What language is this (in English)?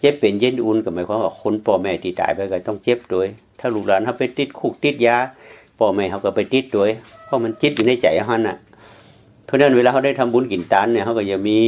Lao